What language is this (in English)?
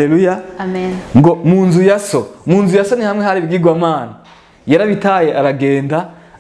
Rundi